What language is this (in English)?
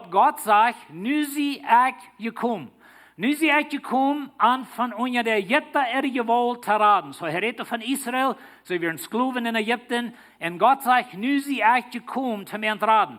Plautdietsch